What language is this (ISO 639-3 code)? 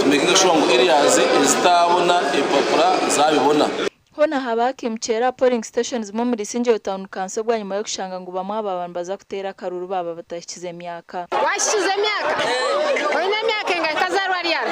nyn